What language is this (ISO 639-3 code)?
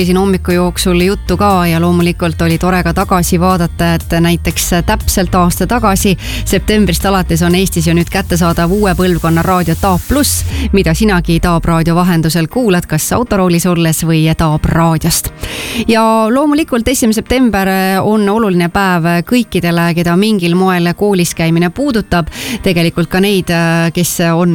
est